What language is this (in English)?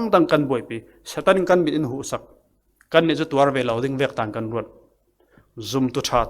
Falam Chin